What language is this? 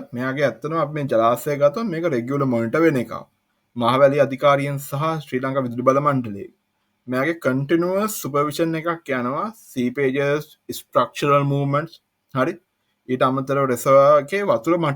Sinhala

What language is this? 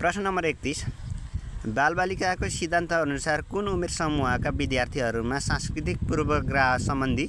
Nepali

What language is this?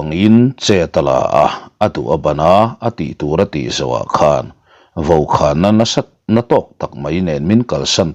Mizo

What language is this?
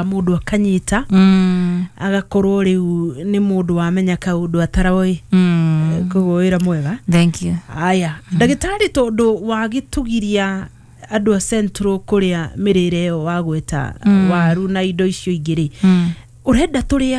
Kikuyu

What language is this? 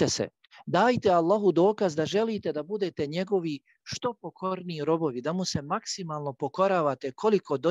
Bosnian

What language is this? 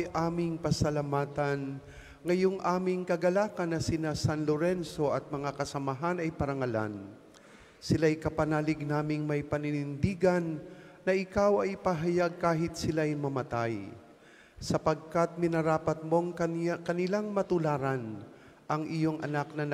Filipino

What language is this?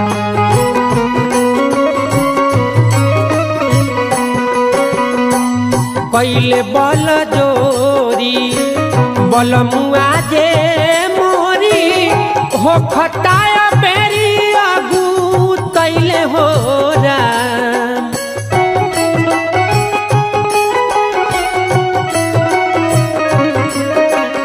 Bhojpuri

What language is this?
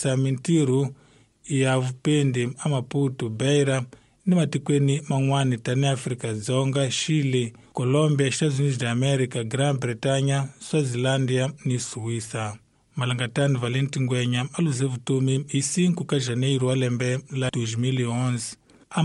Tsonga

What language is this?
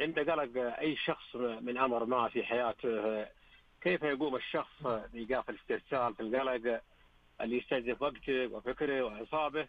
Najdi Arabic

